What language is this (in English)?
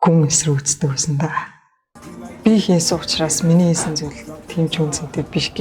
Mongolian